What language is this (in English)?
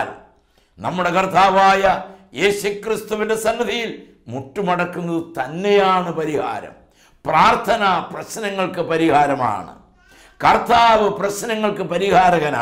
Malayalam